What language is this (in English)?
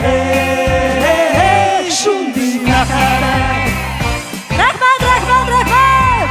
Tatar